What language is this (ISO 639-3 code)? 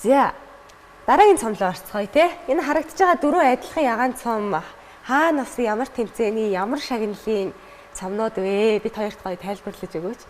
mon